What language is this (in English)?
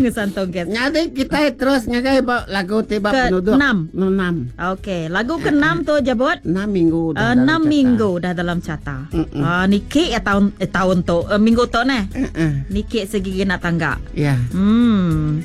Iban